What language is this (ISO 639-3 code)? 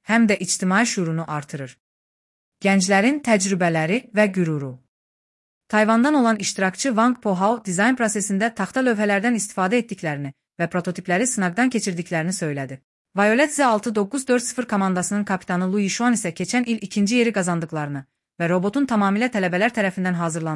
aze